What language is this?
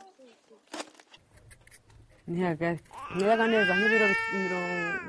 Kinyarwanda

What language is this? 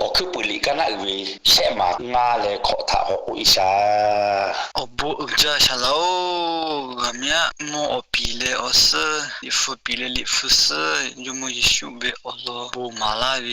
Lahu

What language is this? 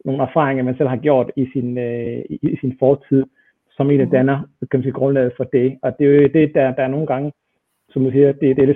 Danish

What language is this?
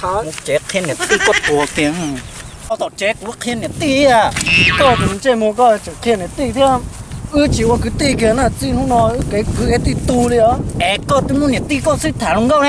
Hmong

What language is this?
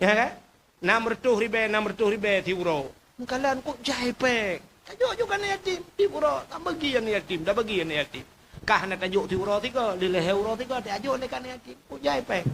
Achinese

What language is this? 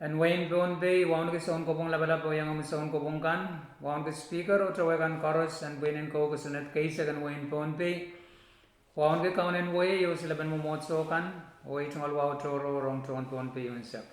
Pohnpeian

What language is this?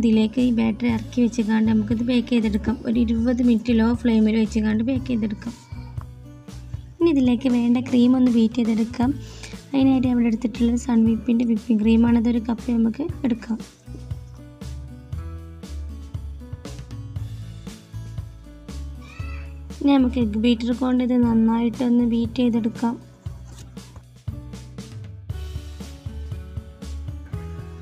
Malayalam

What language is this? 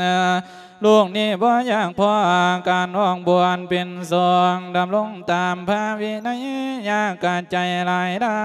Lao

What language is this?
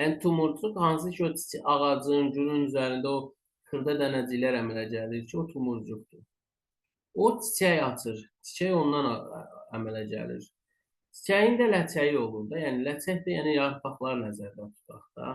Azerbaijani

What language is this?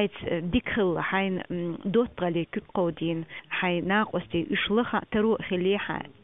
Chechen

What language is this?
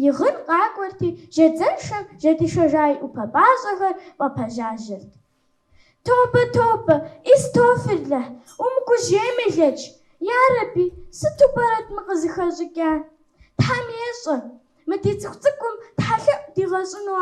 Kabardian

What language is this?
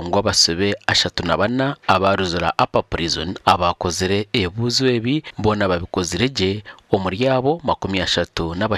Nyankole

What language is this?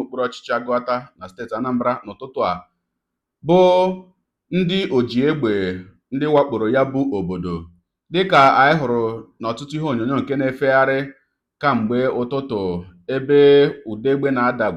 Igbo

